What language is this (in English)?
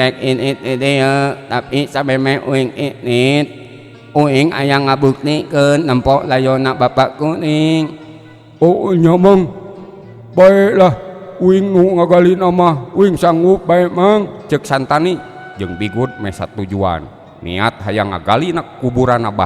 Sundanese